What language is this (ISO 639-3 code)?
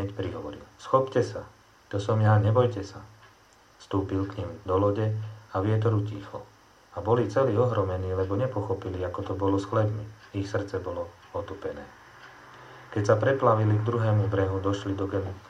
slk